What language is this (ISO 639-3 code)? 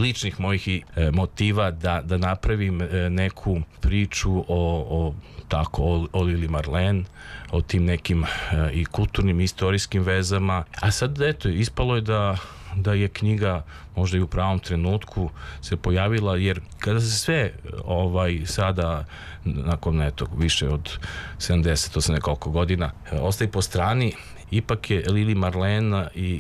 srp